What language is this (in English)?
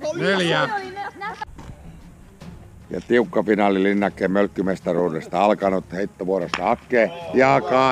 Finnish